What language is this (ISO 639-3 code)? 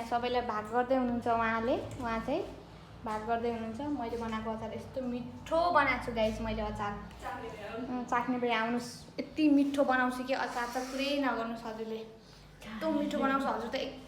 nep